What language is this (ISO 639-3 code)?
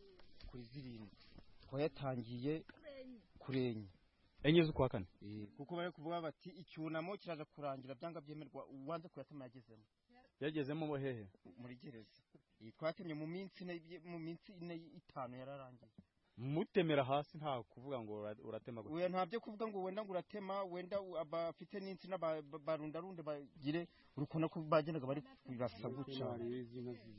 kin